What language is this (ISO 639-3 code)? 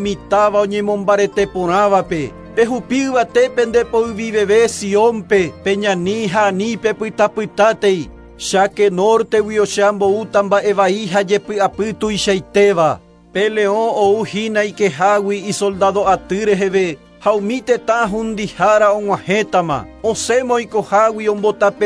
grn